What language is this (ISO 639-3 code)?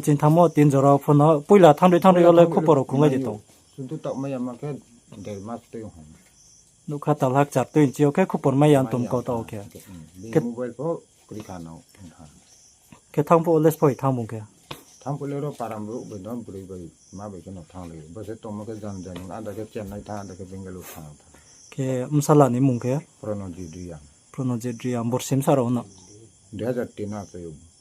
ria